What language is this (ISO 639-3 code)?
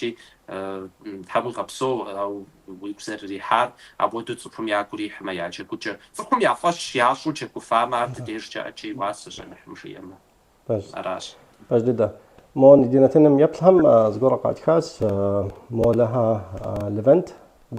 kbd